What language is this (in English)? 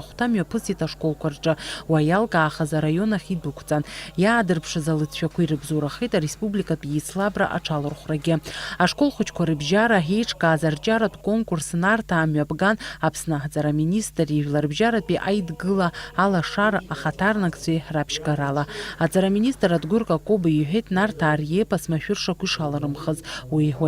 Abkhazian